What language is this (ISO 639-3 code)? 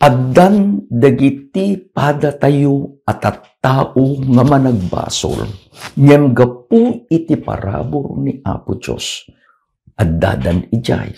ilo